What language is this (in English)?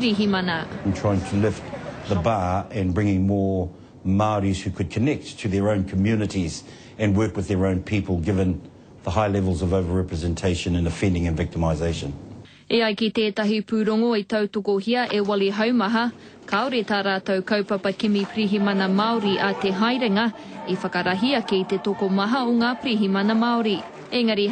Māori